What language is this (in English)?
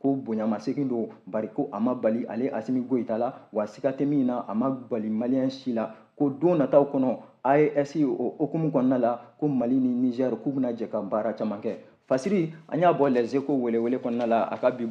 Bambara